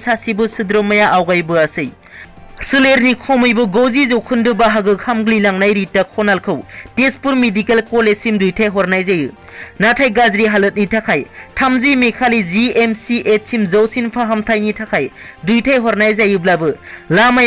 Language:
Bodo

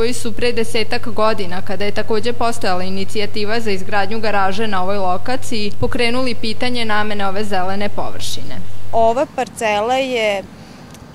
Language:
Serbian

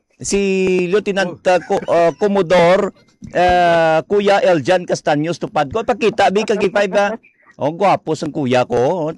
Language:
Hiligaynon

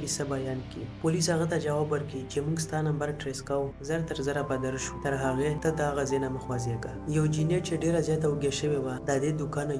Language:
Pashto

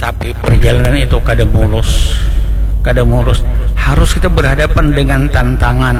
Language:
Banjar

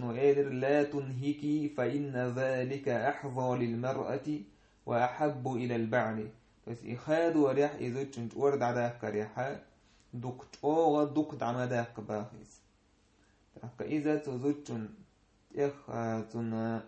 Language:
Chechen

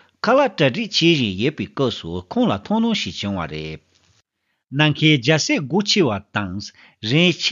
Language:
Tibetan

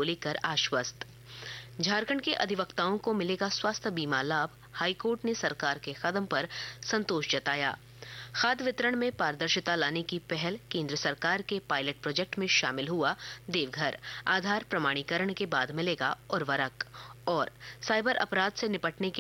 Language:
Hindi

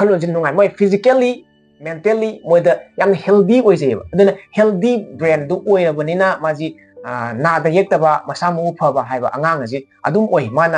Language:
Manipuri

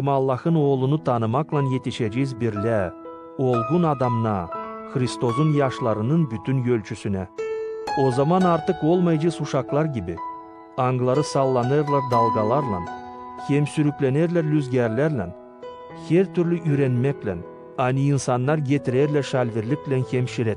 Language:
Gagauz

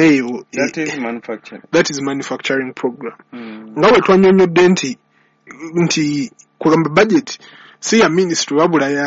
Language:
Ganda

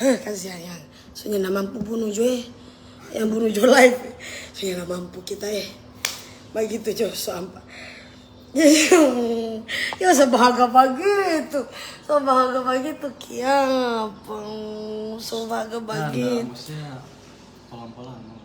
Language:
Manado Malay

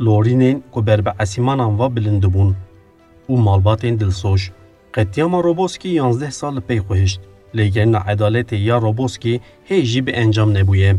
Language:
Kurdish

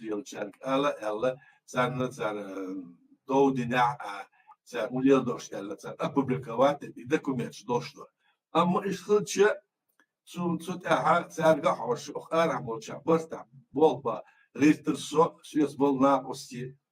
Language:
Chechen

